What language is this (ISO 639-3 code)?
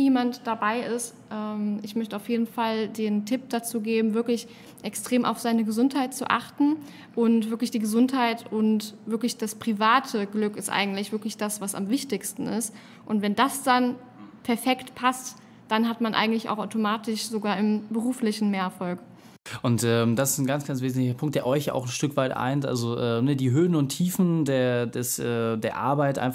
deu